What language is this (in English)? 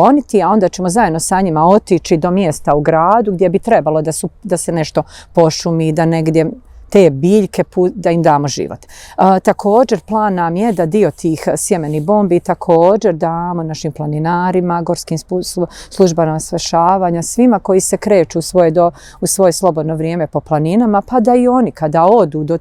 Bosnian